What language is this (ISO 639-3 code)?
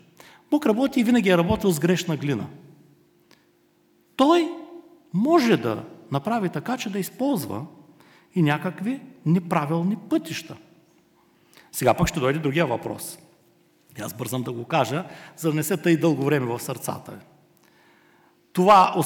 bul